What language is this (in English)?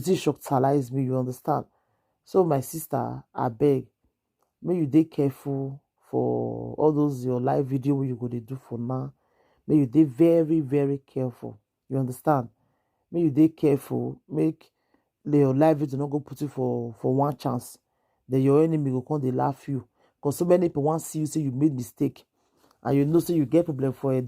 Nigerian Pidgin